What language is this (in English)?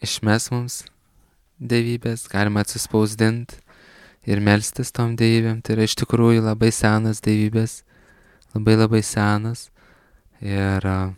Lithuanian